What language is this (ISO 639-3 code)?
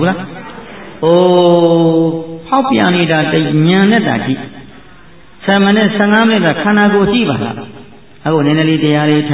mya